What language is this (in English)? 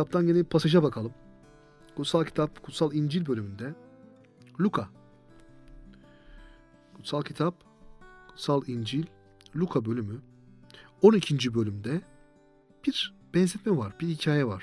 Turkish